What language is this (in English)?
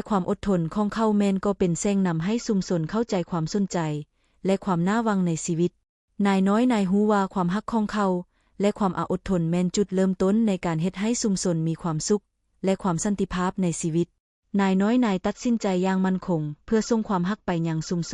Lao